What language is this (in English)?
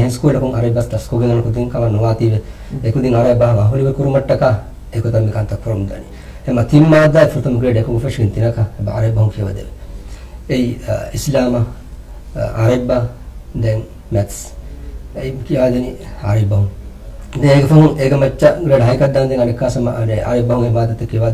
Divehi